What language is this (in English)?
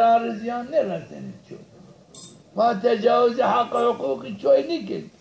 Zaza